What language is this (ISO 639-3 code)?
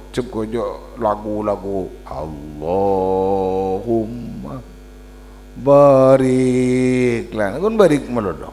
mad